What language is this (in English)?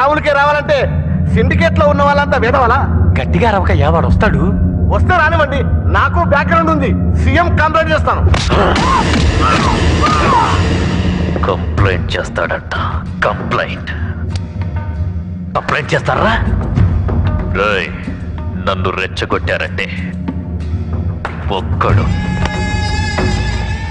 Telugu